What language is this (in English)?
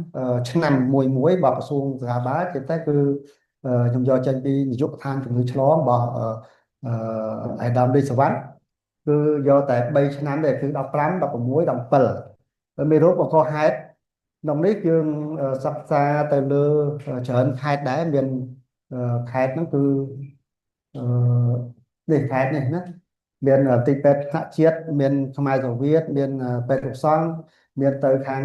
Khmer